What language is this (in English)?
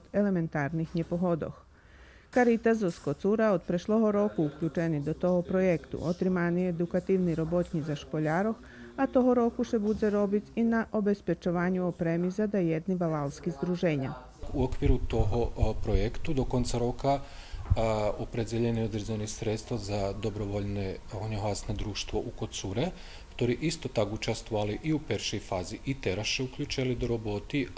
Rusyn